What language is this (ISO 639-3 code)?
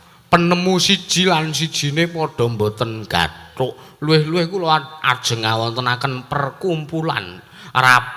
jav